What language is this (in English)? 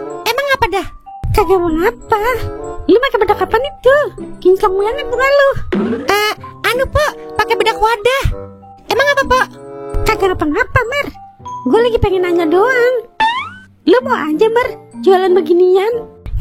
Betawi